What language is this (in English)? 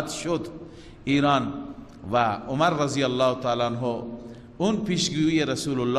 Persian